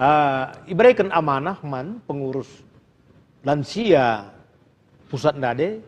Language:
Batak Karo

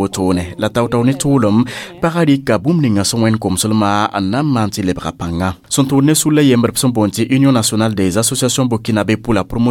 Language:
Mossi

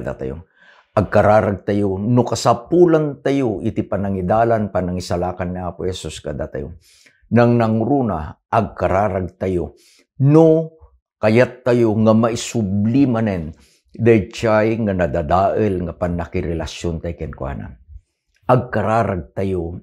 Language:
Iloko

